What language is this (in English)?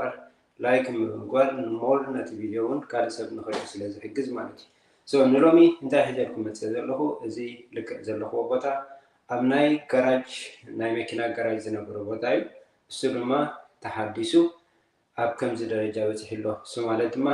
Tigrinya